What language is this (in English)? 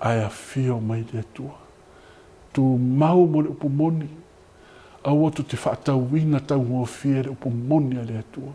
Samoan